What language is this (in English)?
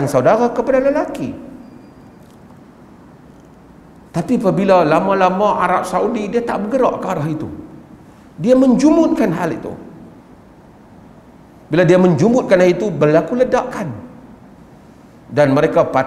Malay